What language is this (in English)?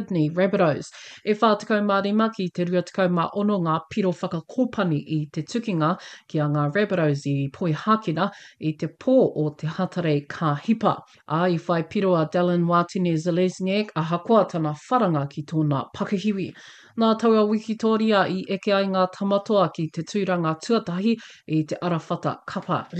Māori